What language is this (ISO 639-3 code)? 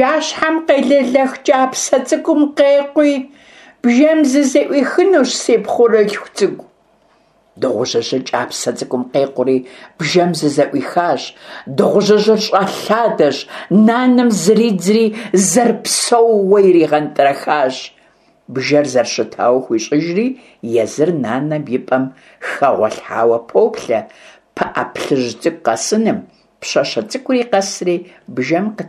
kbd